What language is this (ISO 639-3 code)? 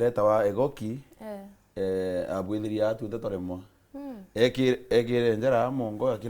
mer